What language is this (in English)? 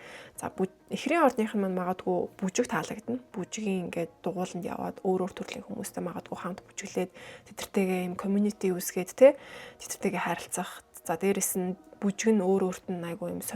Mongolian